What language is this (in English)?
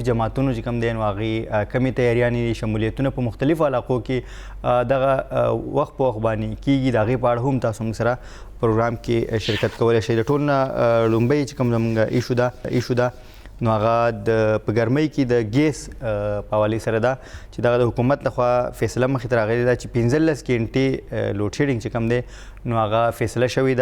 Pashto